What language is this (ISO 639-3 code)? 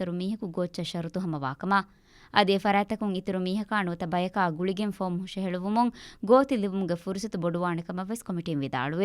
div